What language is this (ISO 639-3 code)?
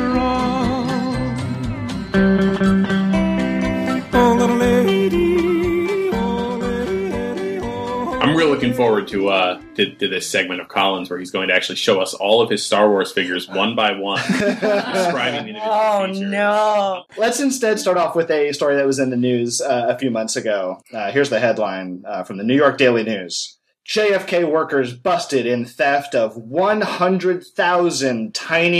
eng